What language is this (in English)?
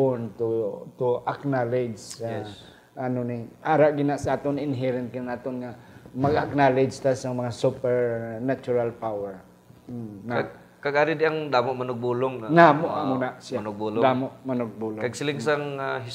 Hiligaynon